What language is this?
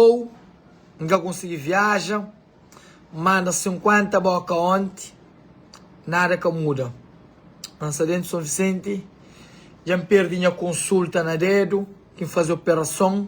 Kabuverdianu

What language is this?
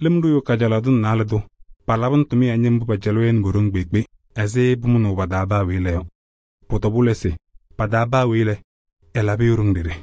Kabiyè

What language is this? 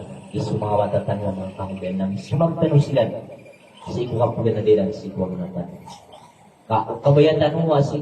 Maranao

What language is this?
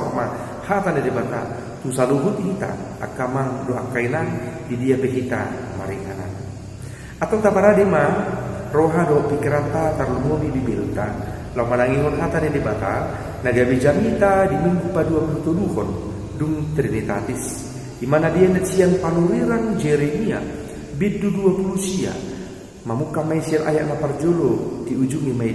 Batak Toba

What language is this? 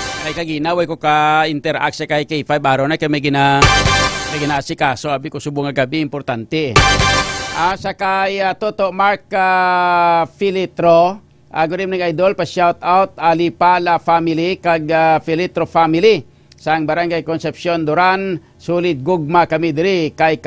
Hiligaynon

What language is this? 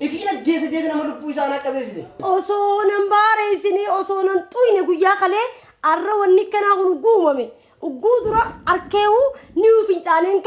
Oromo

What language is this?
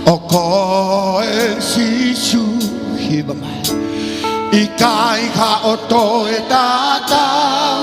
Tongan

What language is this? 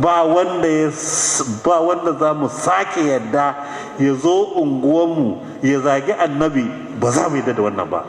Hausa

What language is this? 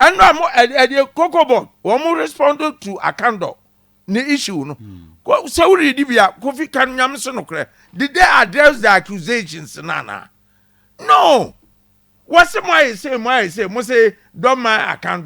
Akan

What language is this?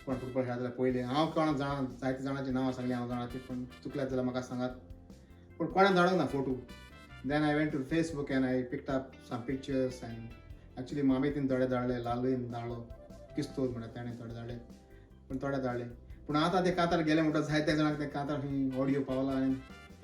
Konkani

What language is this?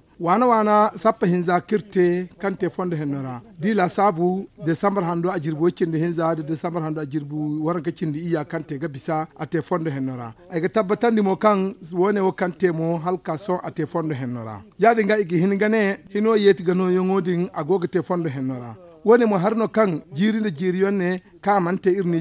Zarma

